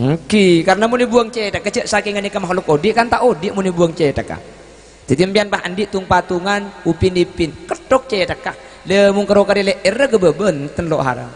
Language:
Madurese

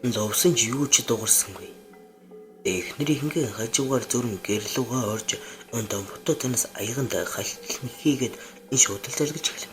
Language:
Mongolian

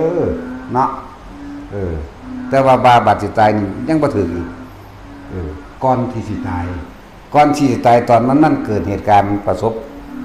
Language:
Northeastern Thai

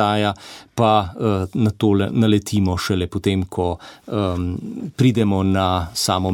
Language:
Slovenian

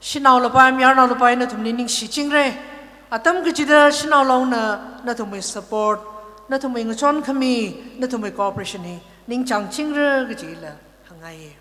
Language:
Tangkhul Naga (India)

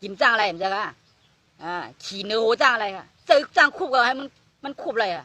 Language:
Shan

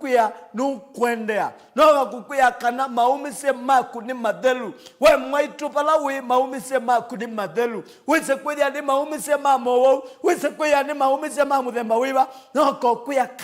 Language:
Kamba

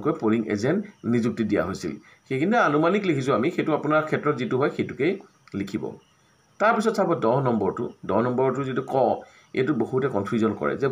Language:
Assamese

